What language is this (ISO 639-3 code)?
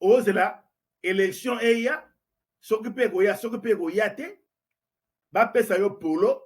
lin